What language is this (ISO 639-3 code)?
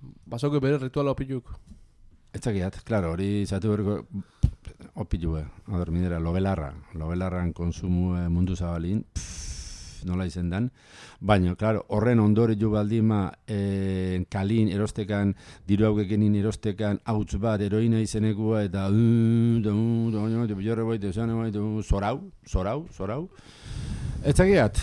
eus